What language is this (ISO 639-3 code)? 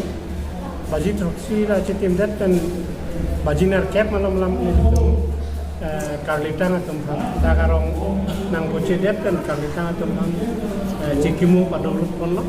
mjw